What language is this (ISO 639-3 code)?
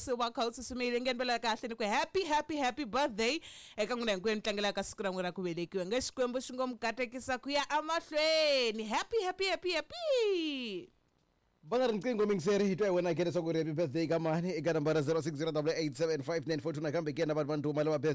tso